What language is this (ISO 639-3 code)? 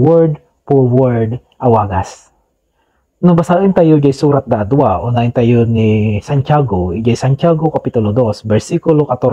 ilo